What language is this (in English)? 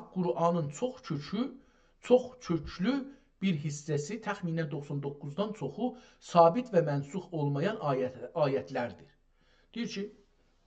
South Azerbaijani